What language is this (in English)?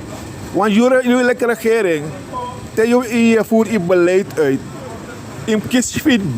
Sranan Tongo